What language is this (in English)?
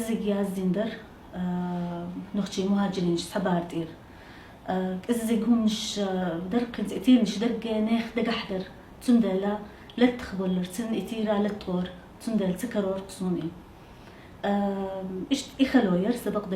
Chechen